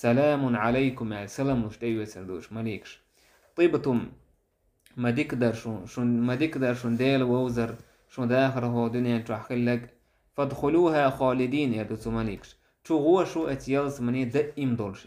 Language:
Chechen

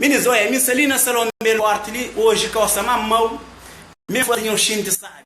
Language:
Kabuverdianu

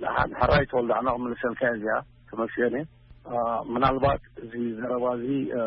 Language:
Tigrinya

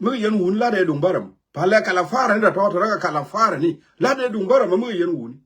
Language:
Nuer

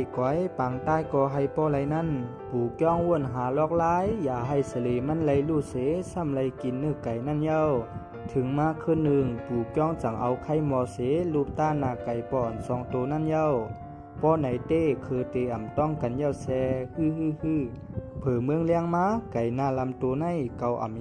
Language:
Shan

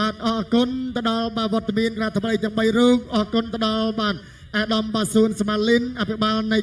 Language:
Khmer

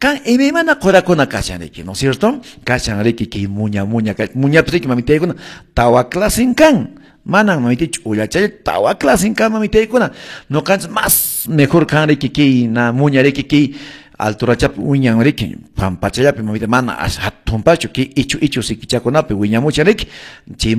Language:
Quechua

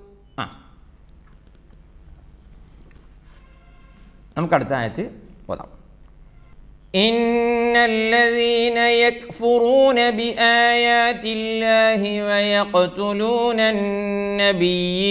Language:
Malayalam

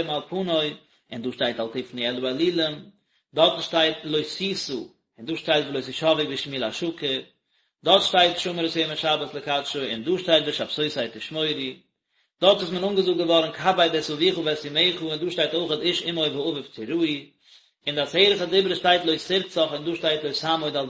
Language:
Yiddish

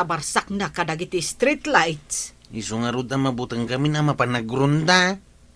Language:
Iloko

